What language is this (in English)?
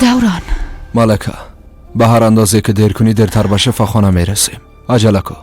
Persian